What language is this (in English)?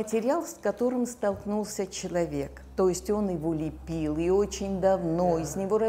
Russian